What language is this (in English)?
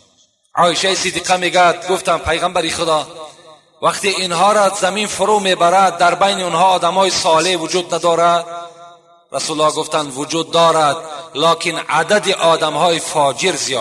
Tajik